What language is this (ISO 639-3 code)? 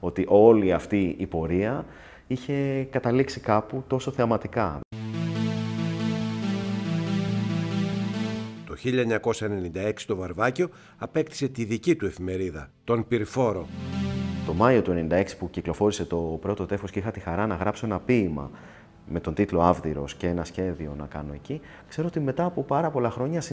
ell